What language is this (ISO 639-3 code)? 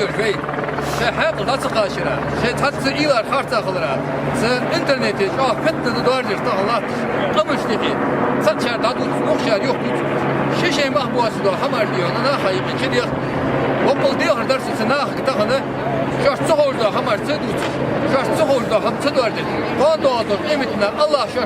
che